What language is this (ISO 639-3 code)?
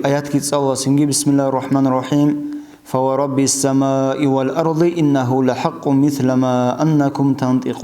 ava